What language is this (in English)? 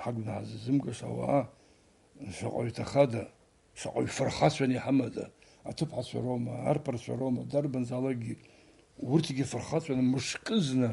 Abkhazian